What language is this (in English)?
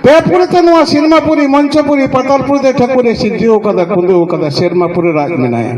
Santali